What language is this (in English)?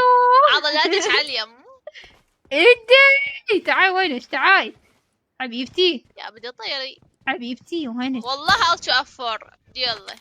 Mesopotamian Arabic